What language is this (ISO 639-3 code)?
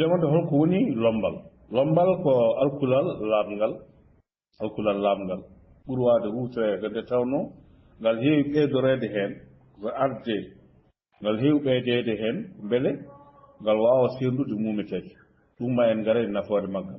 ful